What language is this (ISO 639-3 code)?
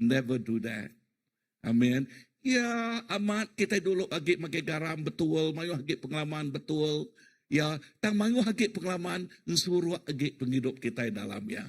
iba